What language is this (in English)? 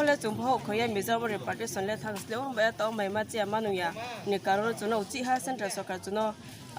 Kok Borok